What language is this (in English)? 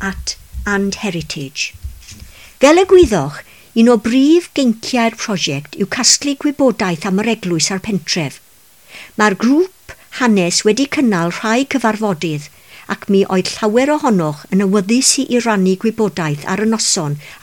Welsh